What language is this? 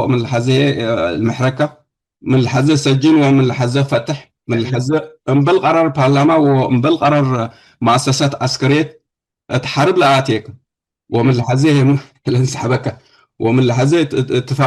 Tigre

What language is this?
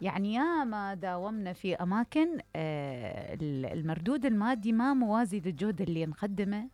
Mesopotamian Arabic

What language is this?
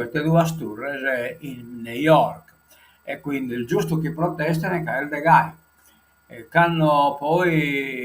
Sardinian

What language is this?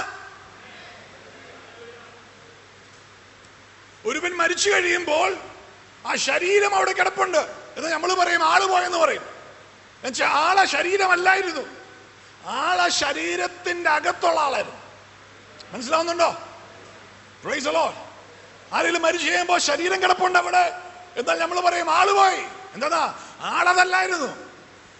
Malayalam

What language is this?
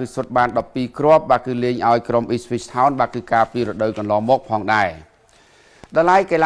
Khmer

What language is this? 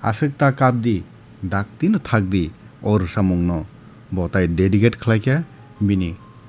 Kok Borok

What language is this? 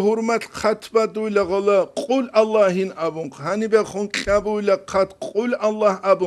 Avaric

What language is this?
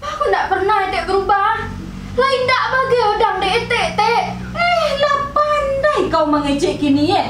Minangkabau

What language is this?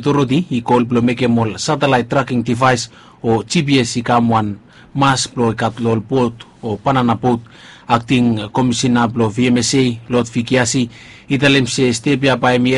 Bislama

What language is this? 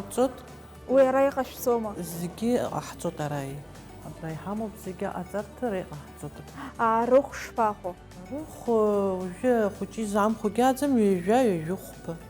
Abkhazian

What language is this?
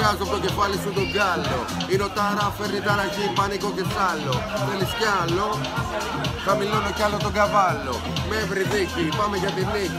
Greek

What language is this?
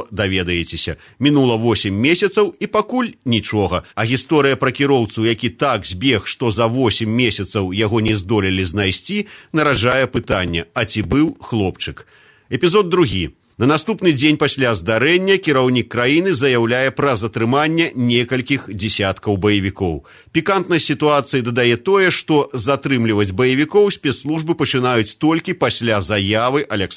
Belarusian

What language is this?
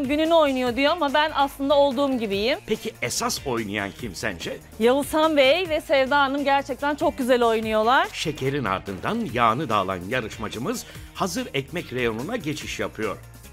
Turkish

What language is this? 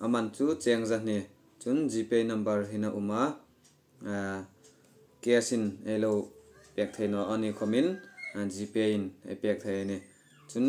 Hmar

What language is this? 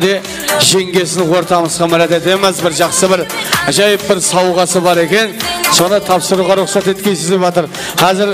Kara-Kalpak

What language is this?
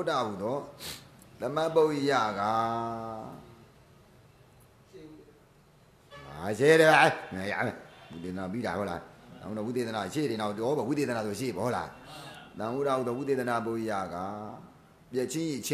Burmese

